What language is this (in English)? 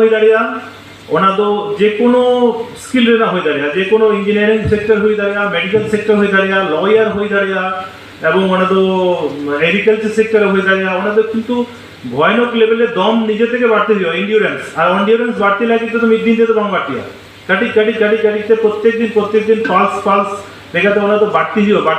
Santali